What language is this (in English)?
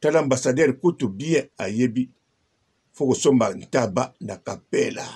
Lingala